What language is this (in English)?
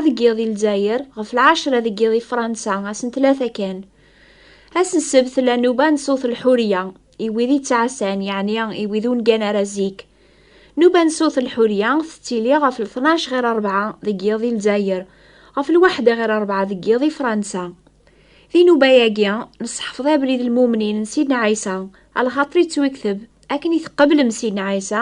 Kabyle